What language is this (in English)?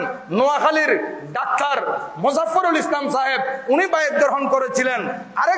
Bangla